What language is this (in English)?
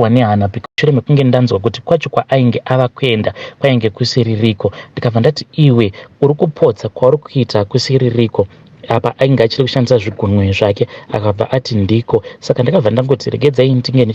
Shona